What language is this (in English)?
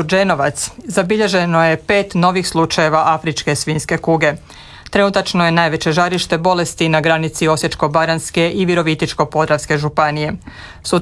Croatian